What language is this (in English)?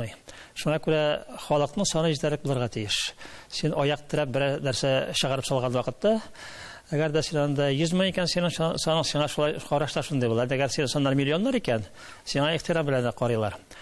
Tatar